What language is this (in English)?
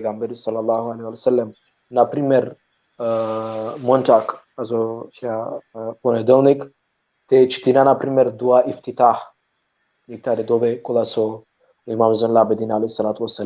Balkan Romani